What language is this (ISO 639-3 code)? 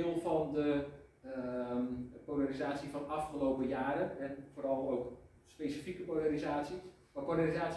nld